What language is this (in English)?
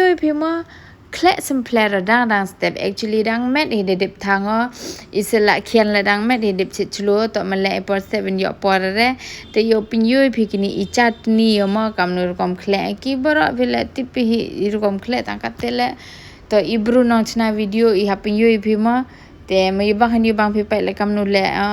Pnar